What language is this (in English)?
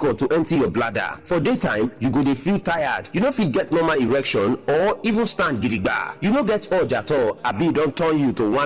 Nigerian Pidgin